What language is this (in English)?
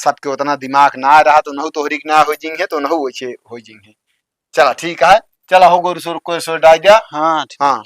Awadhi